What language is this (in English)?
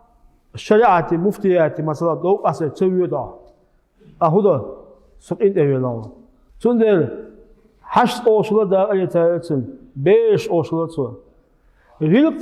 Chechen